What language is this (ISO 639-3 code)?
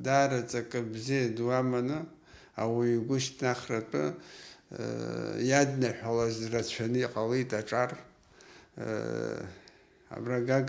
abk